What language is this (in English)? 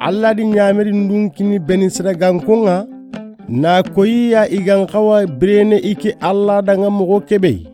Soninke